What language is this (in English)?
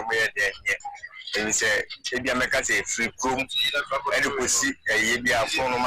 Akan